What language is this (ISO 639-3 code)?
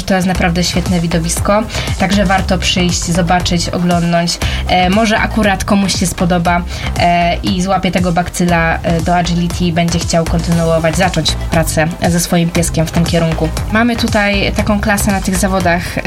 pol